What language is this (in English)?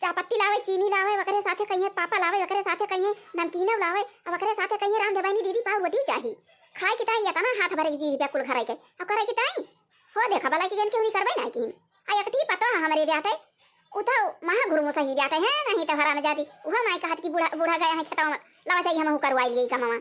Awadhi